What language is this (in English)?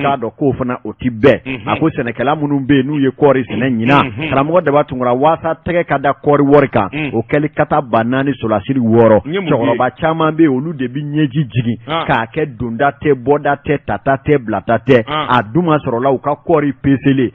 Bambara